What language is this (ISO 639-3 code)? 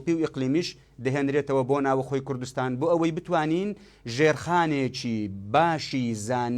ckb